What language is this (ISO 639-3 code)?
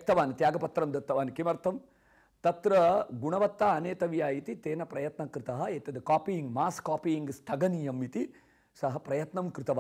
san